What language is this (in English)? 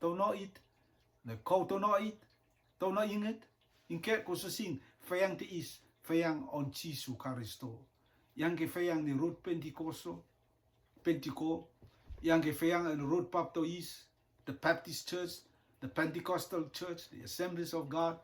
Rotuman